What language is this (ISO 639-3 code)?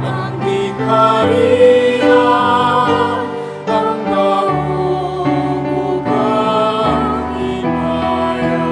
ceb